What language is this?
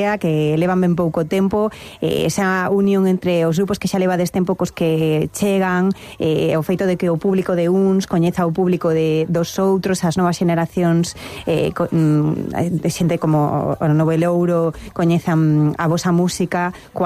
Galician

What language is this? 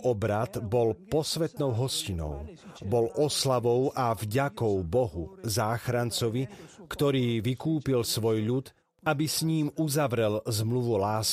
Slovak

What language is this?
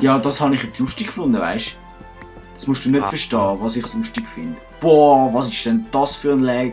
Swiss German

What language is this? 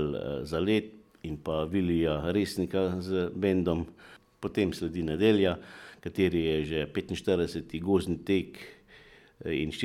Slovenian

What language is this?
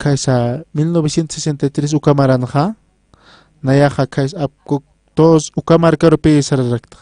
Aymara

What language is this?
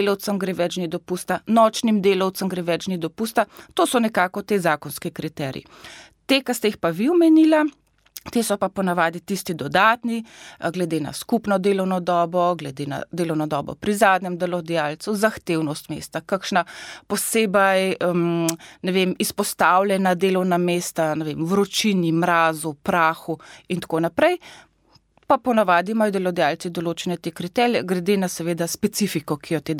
Slovenian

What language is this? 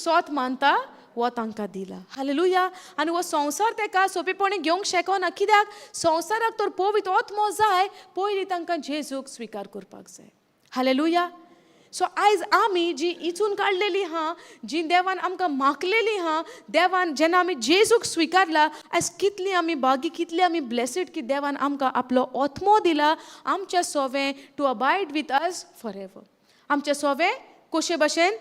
Konkani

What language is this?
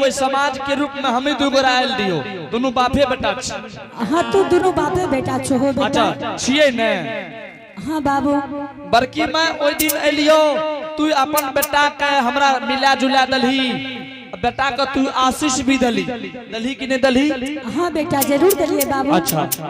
Angika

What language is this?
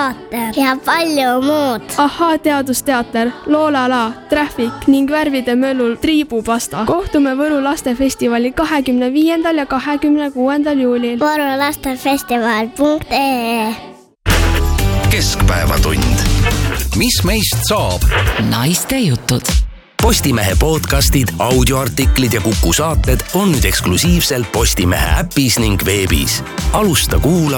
Estonian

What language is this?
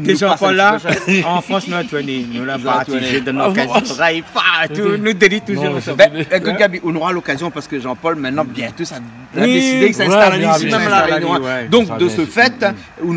Réunion Creole French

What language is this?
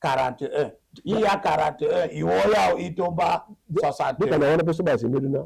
Duala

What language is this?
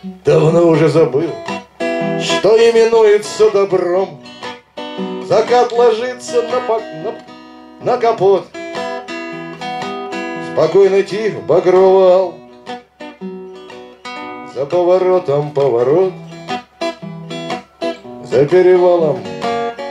Russian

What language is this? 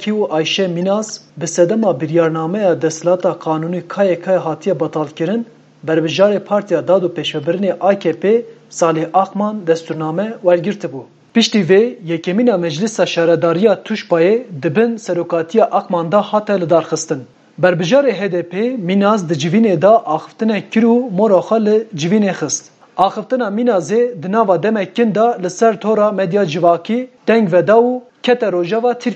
Kurdish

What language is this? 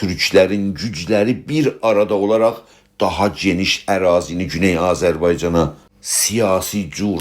South Azerbaijani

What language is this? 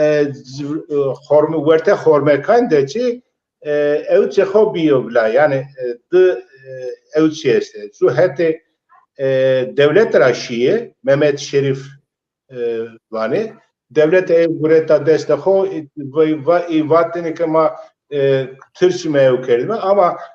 Zaza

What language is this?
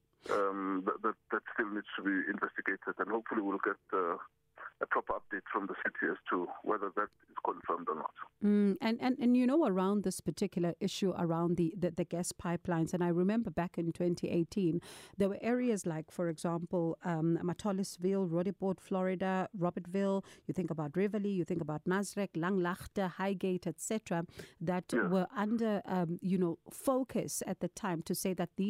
English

